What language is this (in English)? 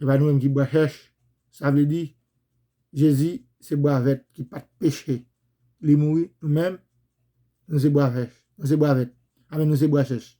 Haitian Creole